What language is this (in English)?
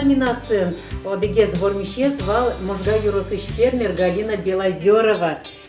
Udmurt